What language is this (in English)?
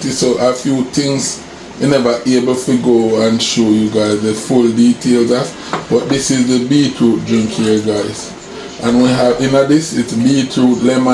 Jamaican Creole English